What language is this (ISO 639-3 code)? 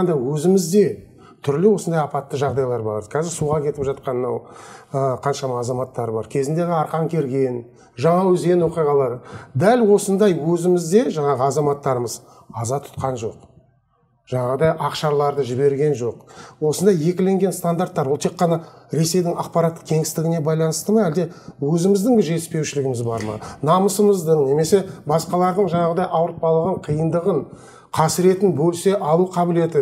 kaz